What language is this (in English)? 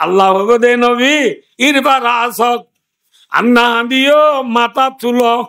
Rohingya